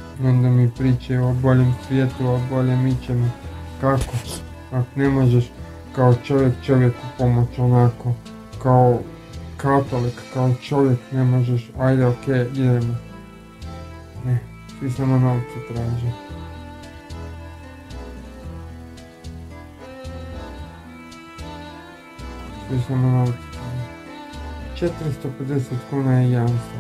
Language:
Croatian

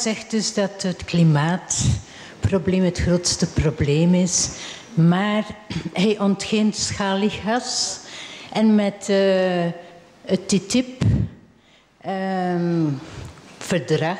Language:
Dutch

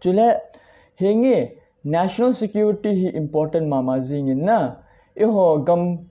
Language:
Thado Chin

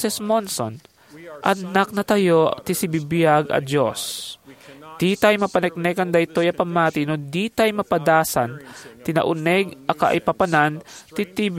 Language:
Iloko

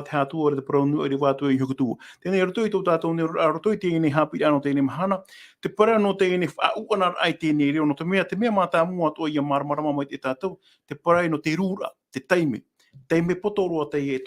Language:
Tahitian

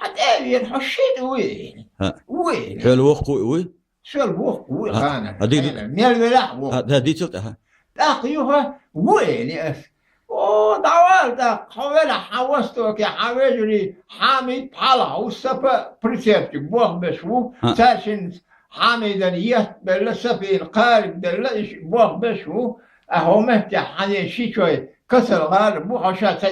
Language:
Chechen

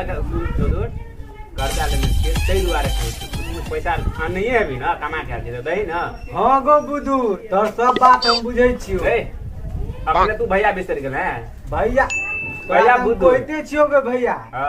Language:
Maithili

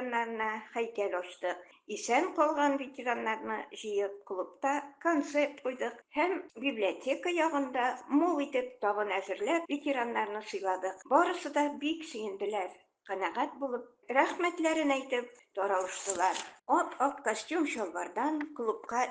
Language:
Tatar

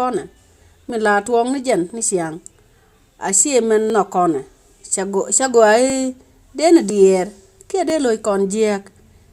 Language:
Nuer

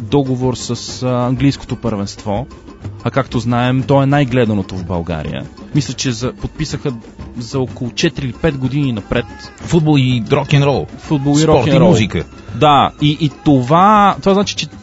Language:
Bulgarian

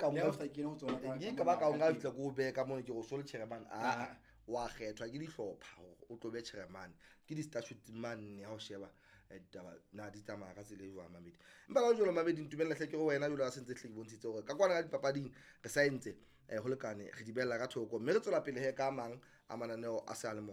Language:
Southern Sotho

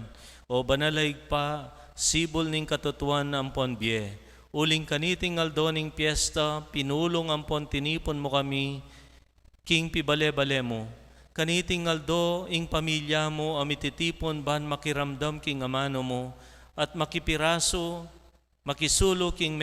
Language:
Pampanga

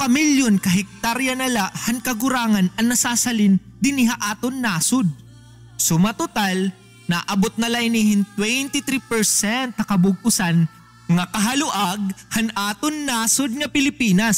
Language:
Waray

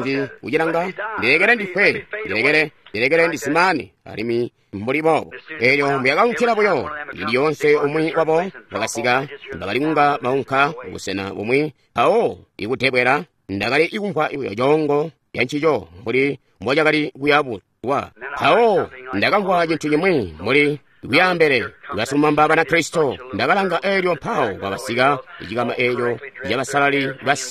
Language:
Tonga (Zambia)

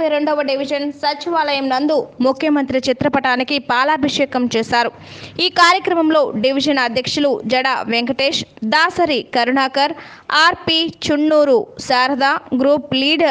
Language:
Telugu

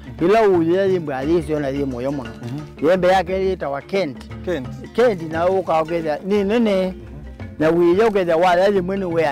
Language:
Kamba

